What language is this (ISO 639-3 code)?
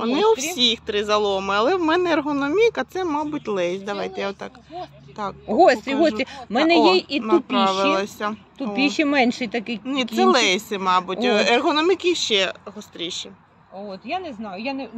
ukr